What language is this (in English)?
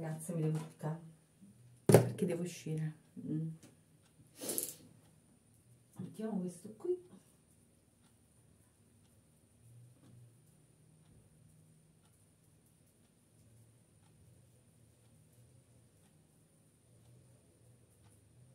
Italian